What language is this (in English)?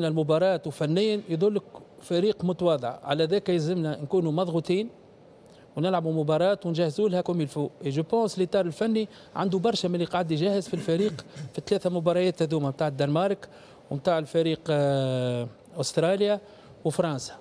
Tunisian Arabic